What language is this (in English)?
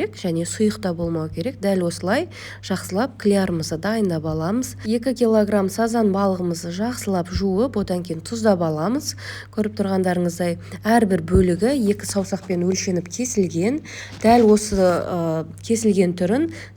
Kazakh